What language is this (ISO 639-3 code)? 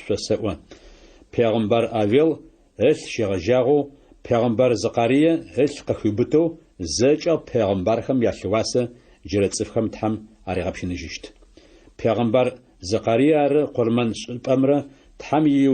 ady